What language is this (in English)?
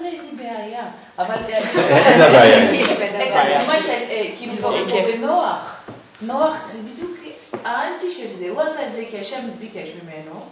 Hebrew